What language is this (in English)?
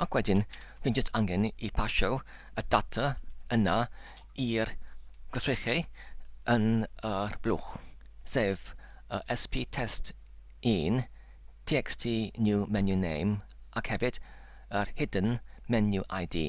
Welsh